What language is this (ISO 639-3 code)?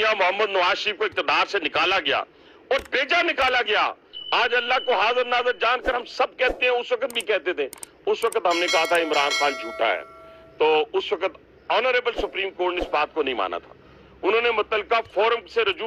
urd